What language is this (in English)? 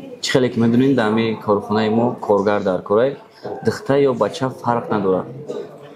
Tajik